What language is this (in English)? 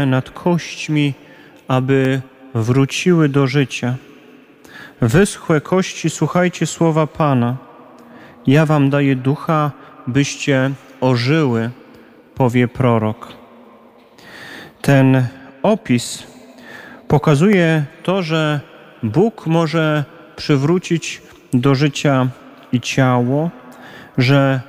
Polish